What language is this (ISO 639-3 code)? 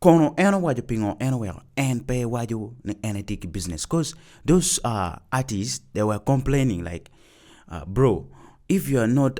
ach